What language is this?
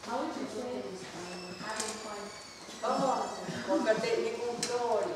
Mohawk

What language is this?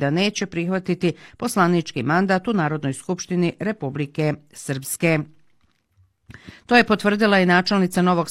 Bosnian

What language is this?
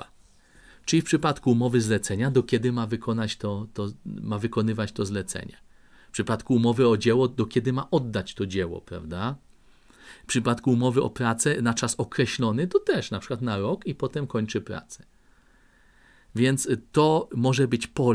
Polish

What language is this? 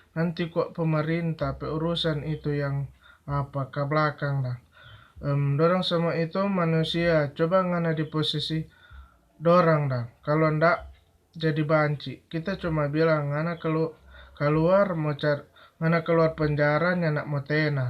Manado Malay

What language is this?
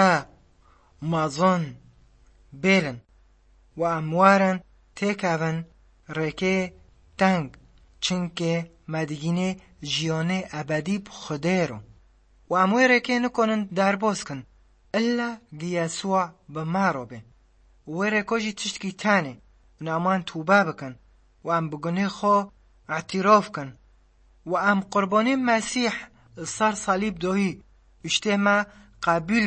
Kurdish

